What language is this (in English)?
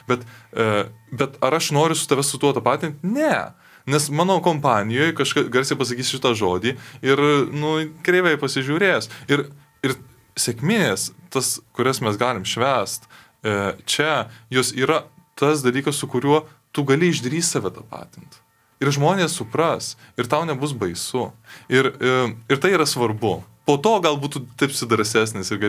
Lithuanian